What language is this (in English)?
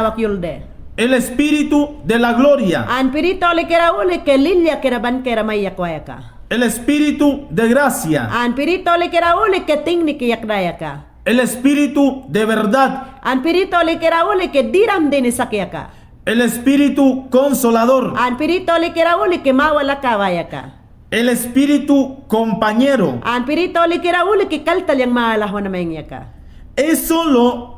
Mayangna